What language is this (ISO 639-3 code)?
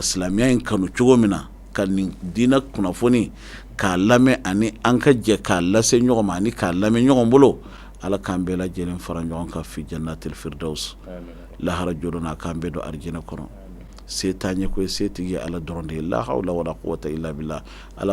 bam